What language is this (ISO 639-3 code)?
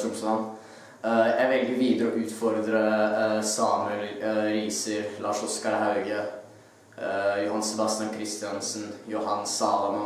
nor